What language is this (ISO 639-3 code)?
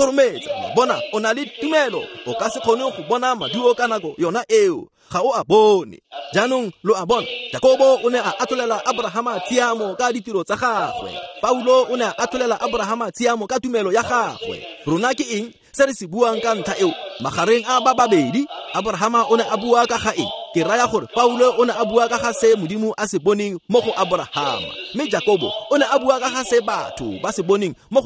tsn